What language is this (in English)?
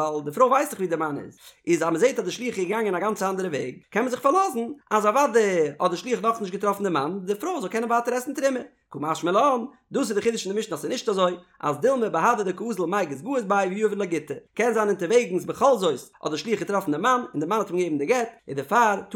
Yiddish